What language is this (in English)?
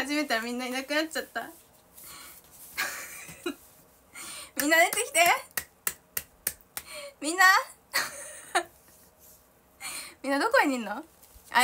Japanese